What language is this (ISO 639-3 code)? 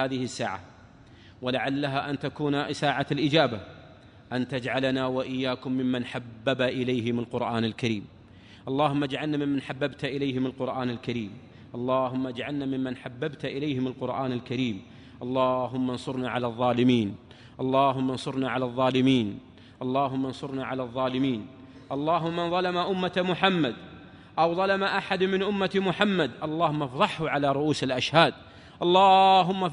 ara